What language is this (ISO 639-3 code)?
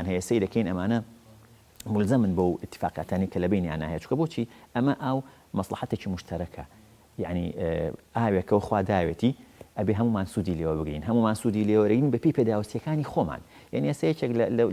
ckb